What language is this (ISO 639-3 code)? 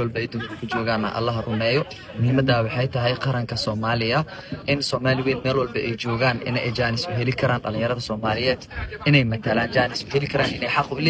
som